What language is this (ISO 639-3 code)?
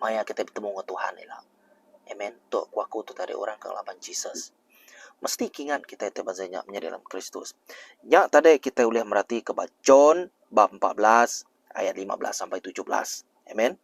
iba